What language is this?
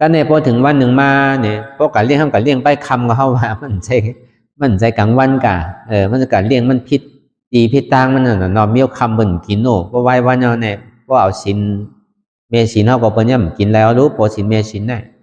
Shan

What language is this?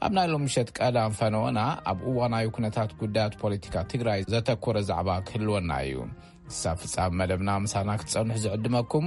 Tigrinya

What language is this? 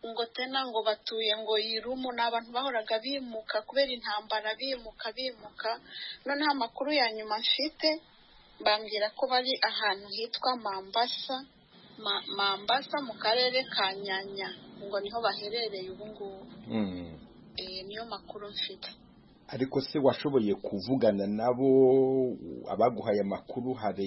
Kinyarwanda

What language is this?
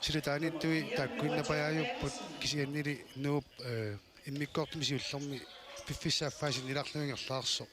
Kalaallisut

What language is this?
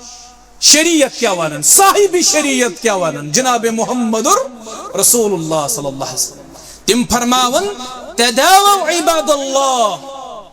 Kashmiri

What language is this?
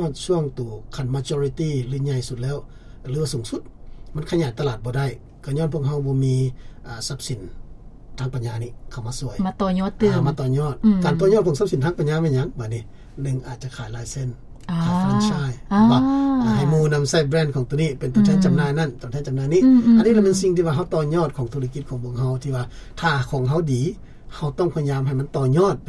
Lao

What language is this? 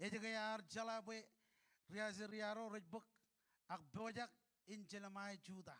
Marshallese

